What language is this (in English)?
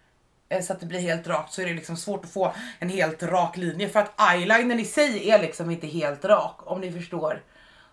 Swedish